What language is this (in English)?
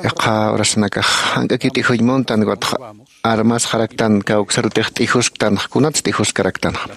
Aymara